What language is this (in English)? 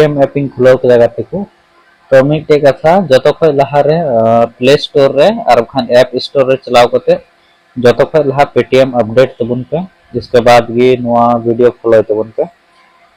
Santali